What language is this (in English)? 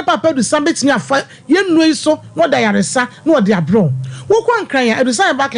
Akan